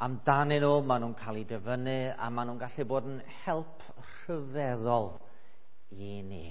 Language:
Welsh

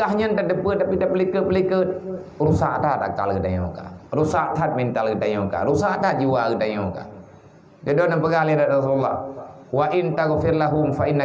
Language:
Achinese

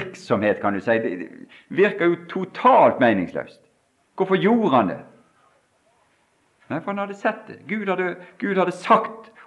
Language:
Norwegian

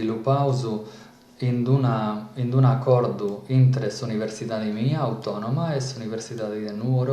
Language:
Sardinian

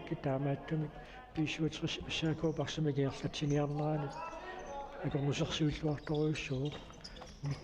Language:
Kalaallisut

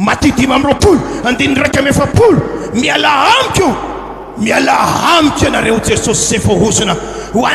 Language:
Malagasy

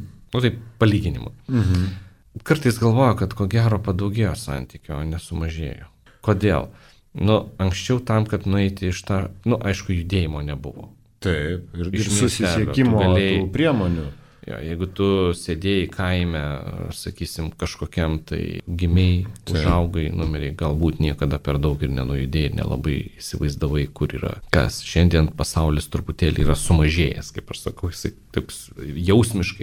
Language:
Lithuanian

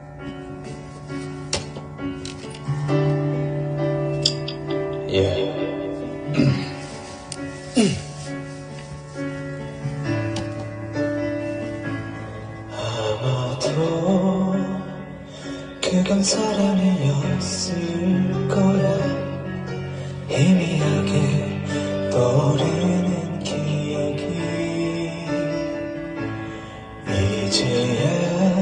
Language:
Korean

